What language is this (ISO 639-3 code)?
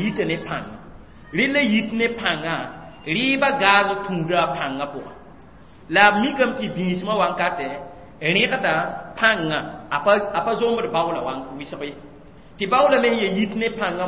mos